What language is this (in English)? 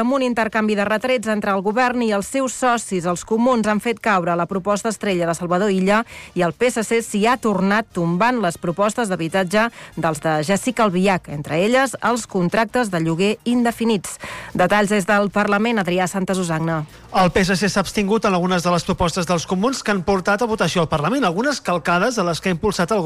Catalan